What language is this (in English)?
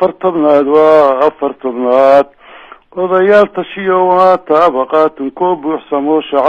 Somali